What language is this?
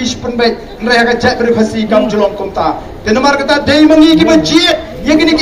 Khasi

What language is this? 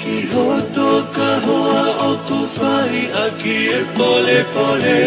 Tongan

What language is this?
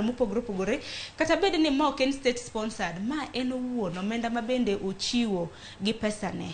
Luo (Kenya and Tanzania)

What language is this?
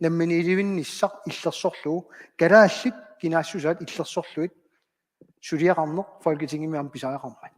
Kalaallisut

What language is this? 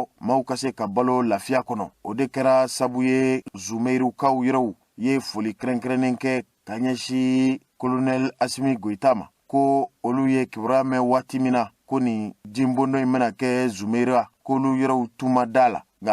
Bambara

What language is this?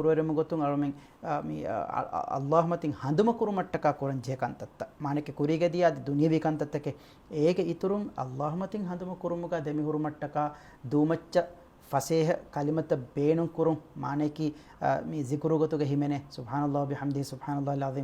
Divehi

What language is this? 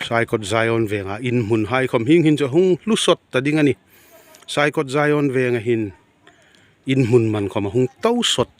Hmar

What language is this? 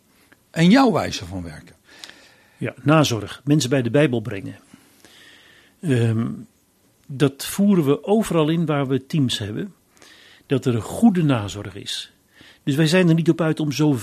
Dutch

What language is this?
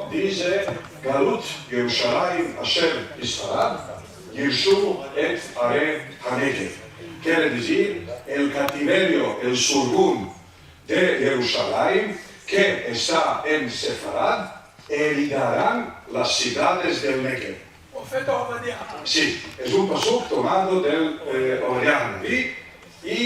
Ladino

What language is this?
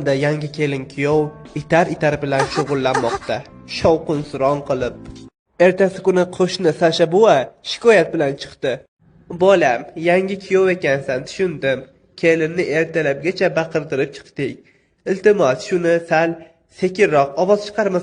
Uzbek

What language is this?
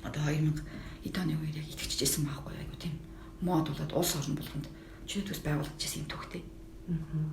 Mongolian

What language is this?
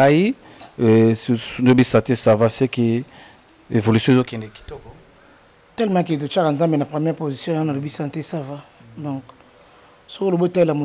Lingala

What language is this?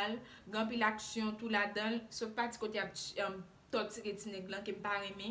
Haitian Creole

